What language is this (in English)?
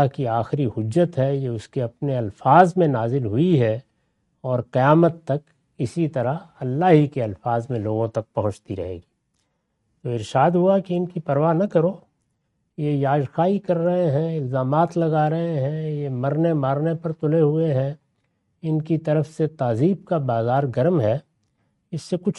Urdu